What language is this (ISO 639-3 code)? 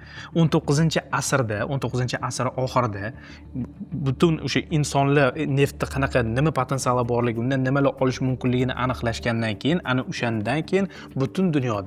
uzb